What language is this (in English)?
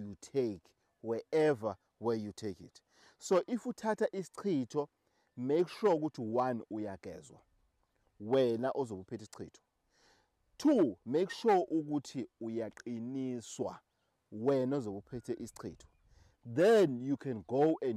Zulu